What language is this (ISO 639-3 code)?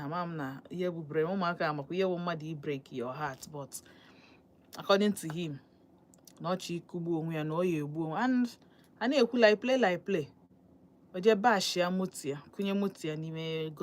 ibo